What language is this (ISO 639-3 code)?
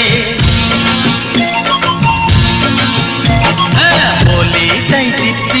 ben